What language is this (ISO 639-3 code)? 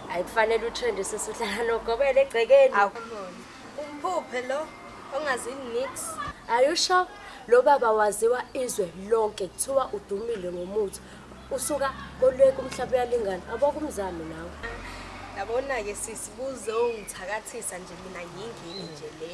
zul